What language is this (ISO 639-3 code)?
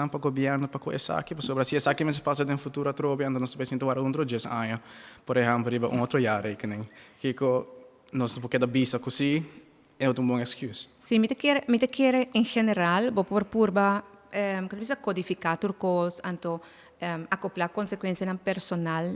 pap